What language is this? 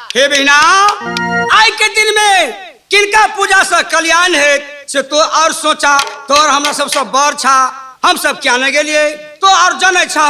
Maithili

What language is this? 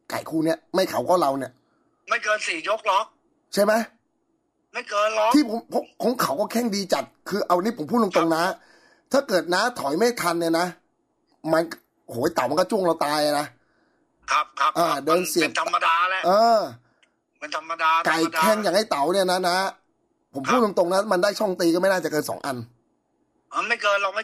Thai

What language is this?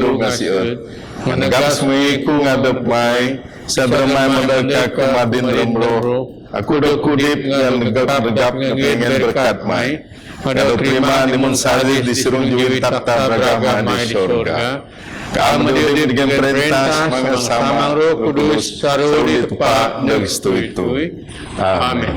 Biatah Bidayuh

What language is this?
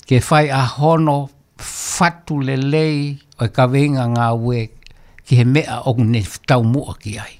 Tongan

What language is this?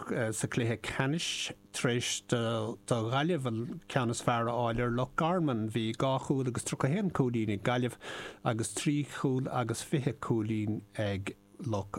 Irish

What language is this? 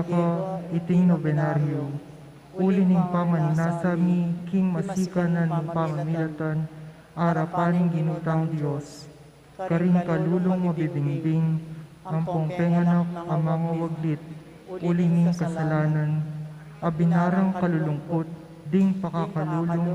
Pampanga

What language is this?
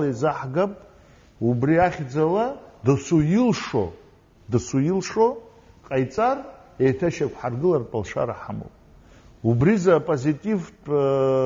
Abkhazian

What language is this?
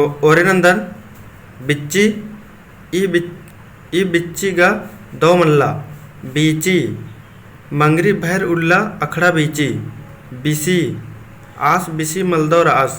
Kurukh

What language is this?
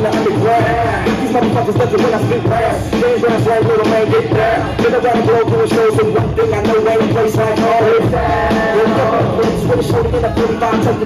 English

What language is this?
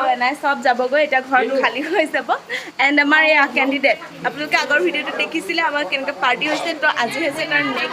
Assamese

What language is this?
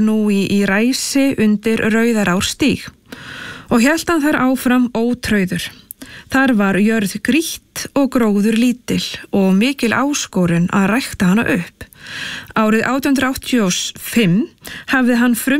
Icelandic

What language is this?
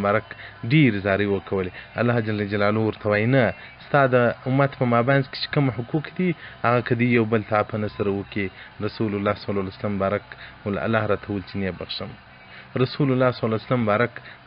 Pashto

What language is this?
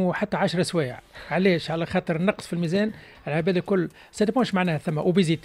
Tunisian Arabic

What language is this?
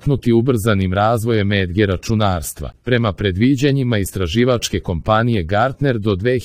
Serbian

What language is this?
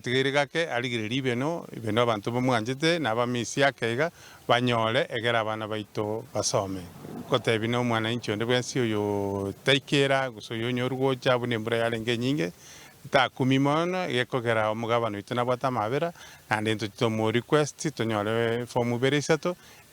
Gusii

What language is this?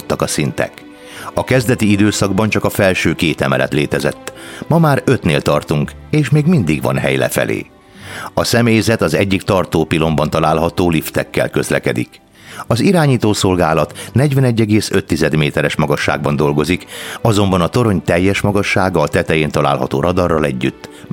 Hungarian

